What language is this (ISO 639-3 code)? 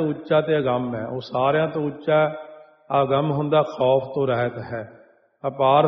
pan